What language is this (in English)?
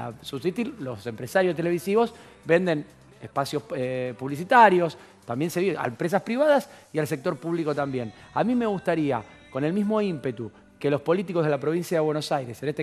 Spanish